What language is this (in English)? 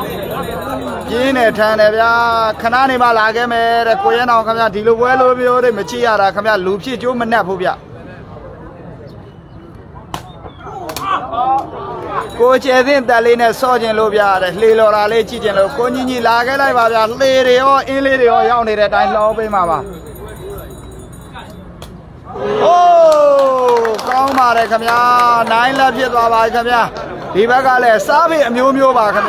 Burmese